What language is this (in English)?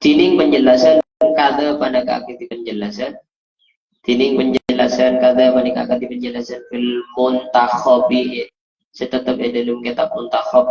Madurese